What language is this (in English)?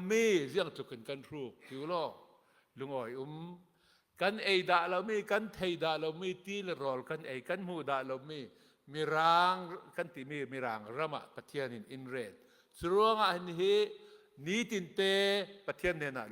Hakha Chin